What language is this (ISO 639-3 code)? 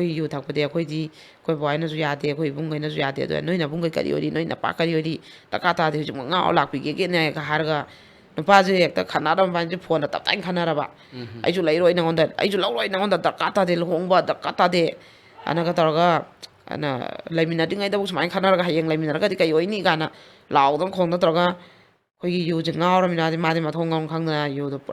mni